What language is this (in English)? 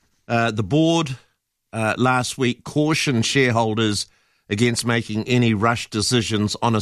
English